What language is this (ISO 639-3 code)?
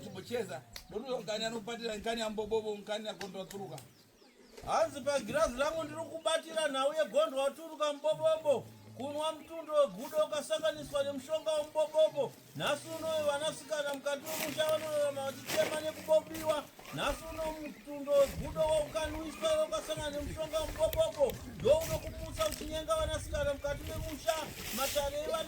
sna